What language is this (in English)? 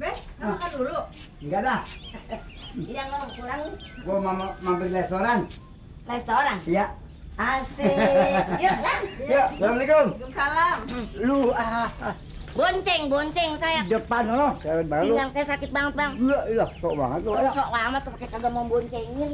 Betawi